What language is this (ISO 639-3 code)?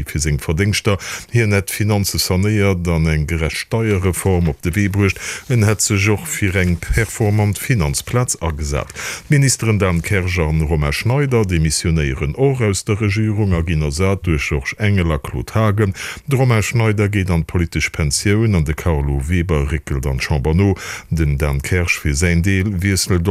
ltz